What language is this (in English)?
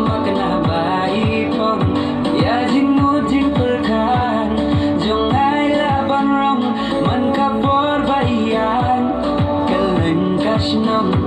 Khasi